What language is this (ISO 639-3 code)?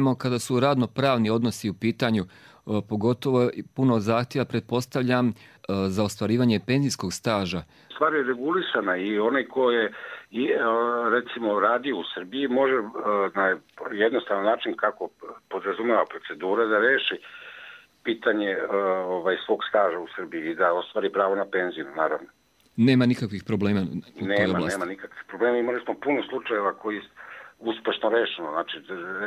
srp